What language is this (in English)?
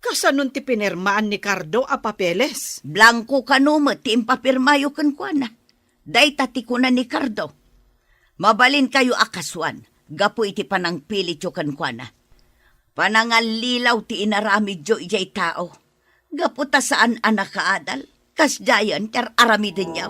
Iloko